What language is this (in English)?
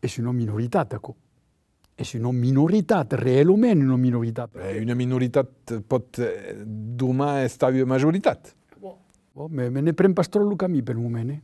Occitan